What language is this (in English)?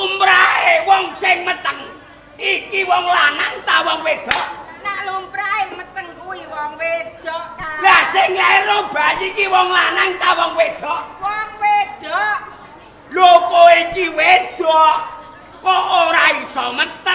Javanese